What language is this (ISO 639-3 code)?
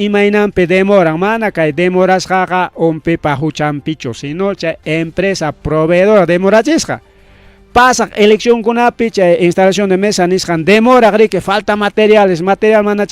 quy